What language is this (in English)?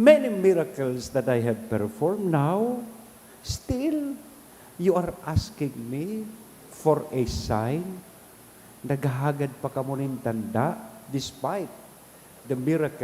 Bikol